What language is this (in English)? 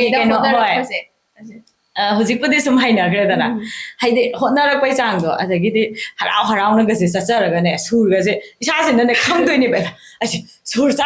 Manipuri